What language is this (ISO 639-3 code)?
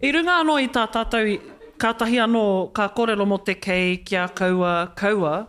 mri